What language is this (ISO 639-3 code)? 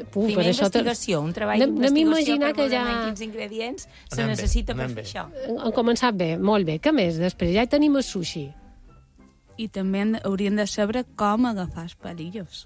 cat